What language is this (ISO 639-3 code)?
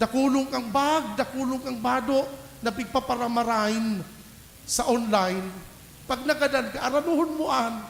bik